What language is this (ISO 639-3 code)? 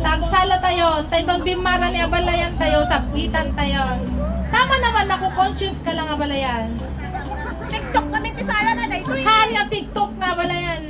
ilo